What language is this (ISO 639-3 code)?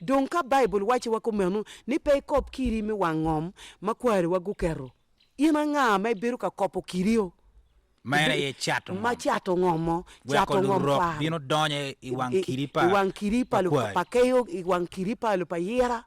ach